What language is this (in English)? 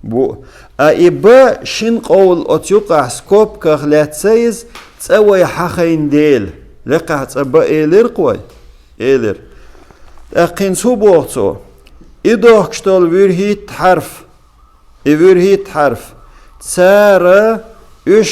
Chechen